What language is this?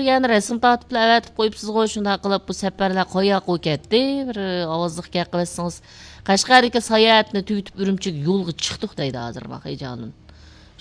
Uyghur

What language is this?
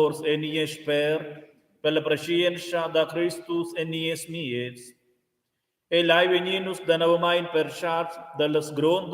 Romansh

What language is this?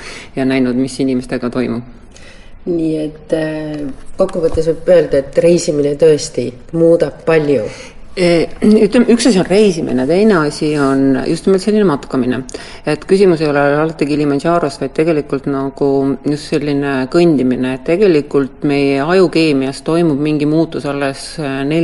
Estonian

